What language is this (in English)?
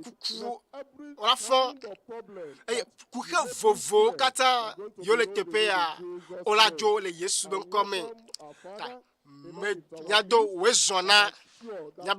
Ewe